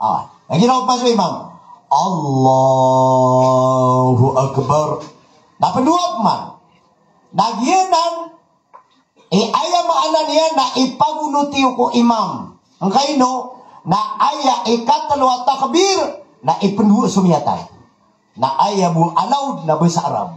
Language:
Maranao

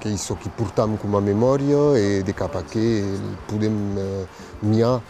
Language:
Occitan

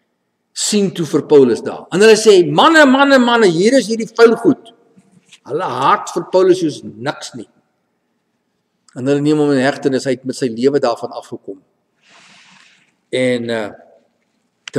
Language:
Afrikaans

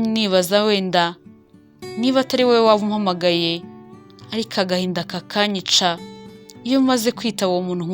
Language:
Kinyarwanda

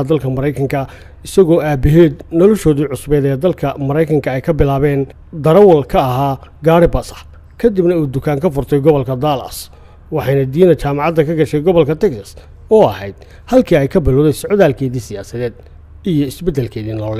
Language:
Somali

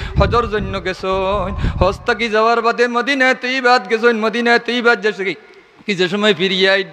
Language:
Sylheti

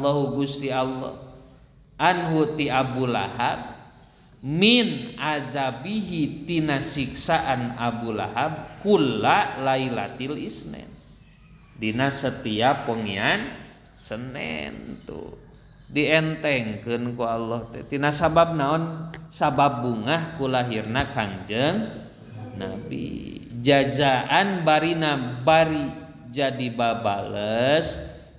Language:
Sundanese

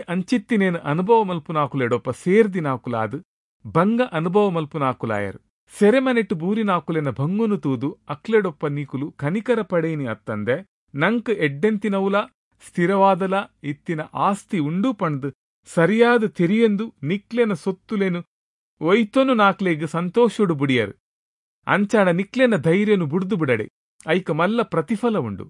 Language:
Tulu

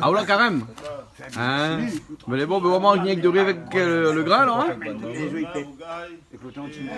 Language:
Réunion Creole French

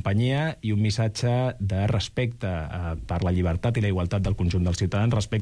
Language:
Catalan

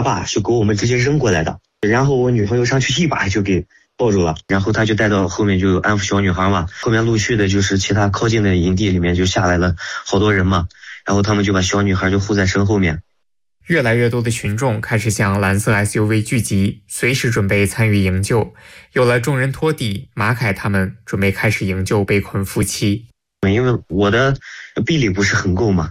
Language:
Chinese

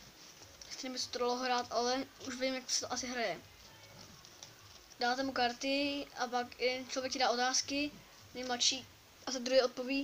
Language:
Czech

